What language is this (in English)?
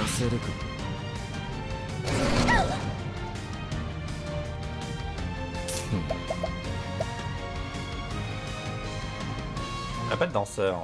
French